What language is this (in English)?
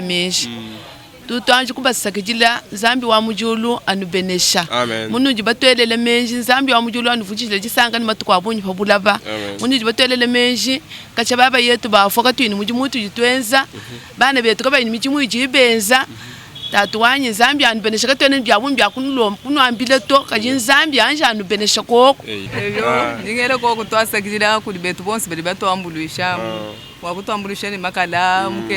Luba-Lulua